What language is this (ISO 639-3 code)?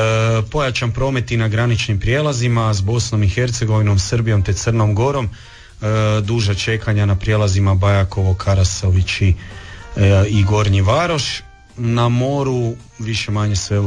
hrv